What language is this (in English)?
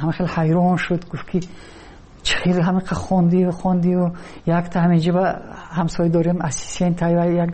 Tajik